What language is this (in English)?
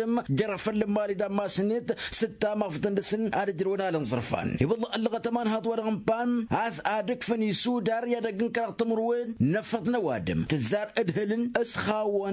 Tamasheq